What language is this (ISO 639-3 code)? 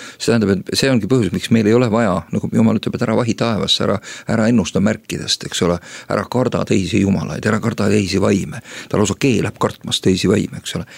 est